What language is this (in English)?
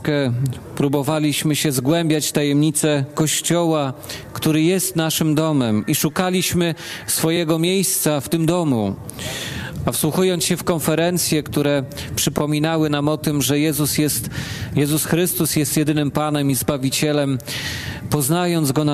Polish